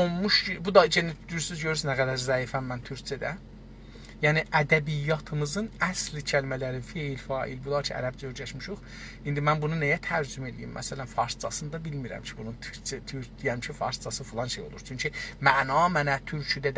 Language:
South Azerbaijani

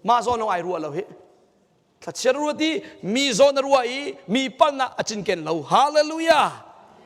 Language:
Hakha Chin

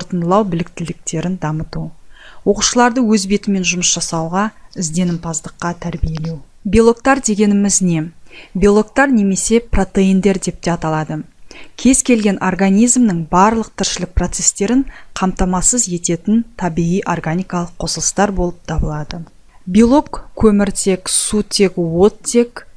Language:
Kazakh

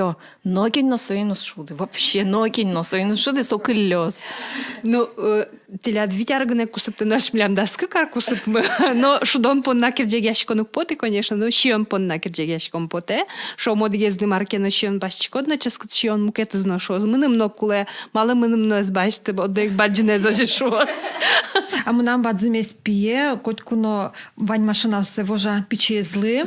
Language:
Udmurt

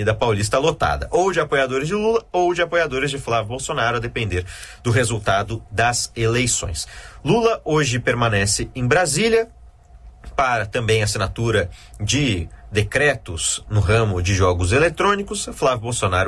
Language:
Portuguese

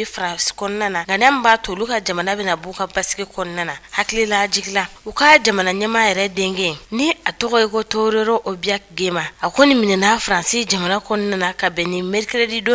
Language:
Bambara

